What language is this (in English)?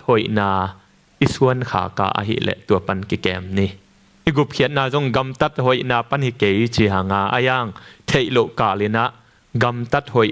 Tedim Chin